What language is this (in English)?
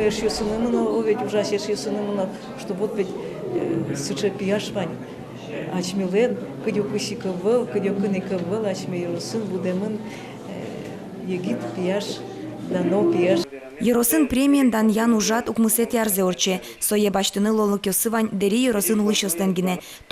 Udmurt